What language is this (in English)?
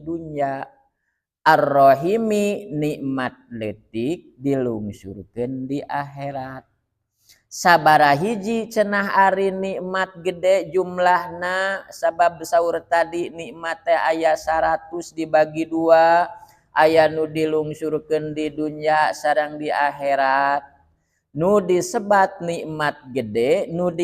Sundanese